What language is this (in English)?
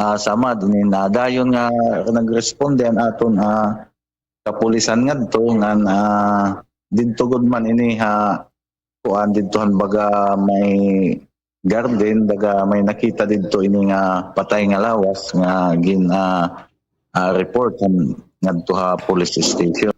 Waray